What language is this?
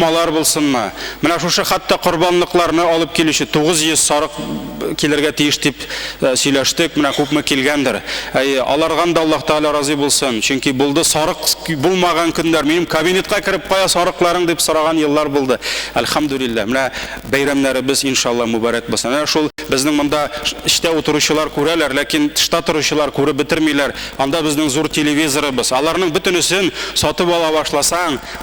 Tatar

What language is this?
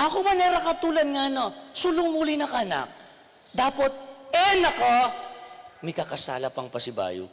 Pampanga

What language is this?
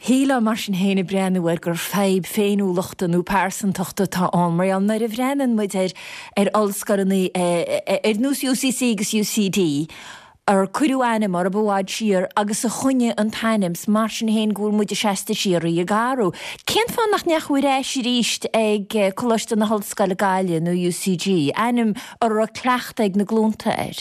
Irish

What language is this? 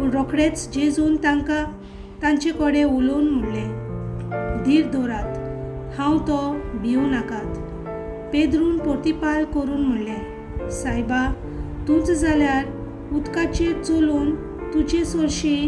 Konkani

